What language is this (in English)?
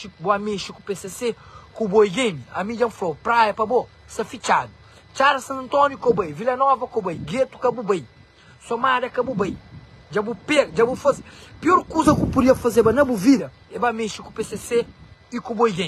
Kabuverdianu